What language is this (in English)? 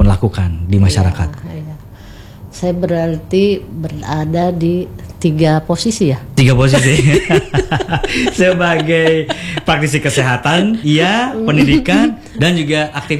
Indonesian